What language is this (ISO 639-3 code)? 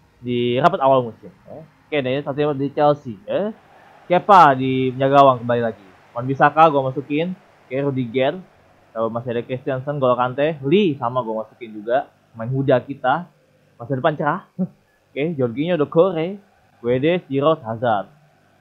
ind